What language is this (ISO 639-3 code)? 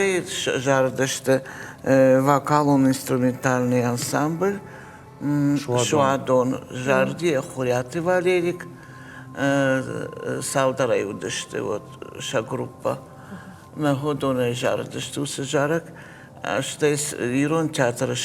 oss